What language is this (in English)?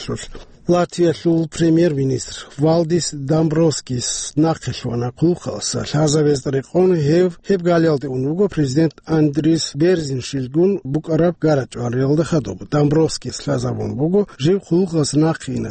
Avaric